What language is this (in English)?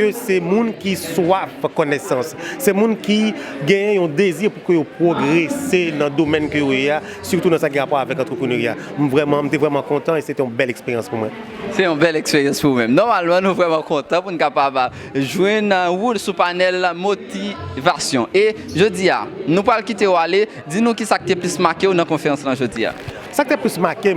Haitian Creole